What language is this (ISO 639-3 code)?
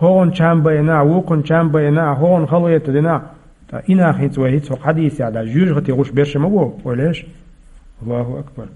che